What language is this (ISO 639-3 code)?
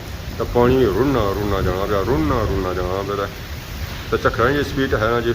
phr